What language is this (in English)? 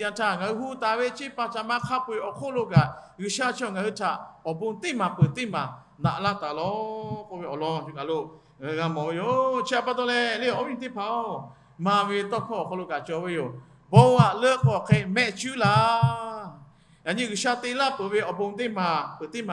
Lahu